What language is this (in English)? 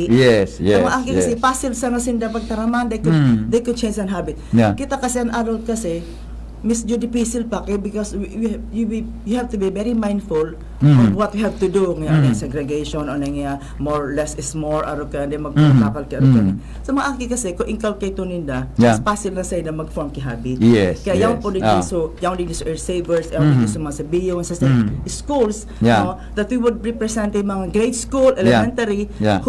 Bikol